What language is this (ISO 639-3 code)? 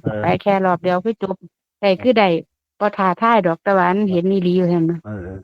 tts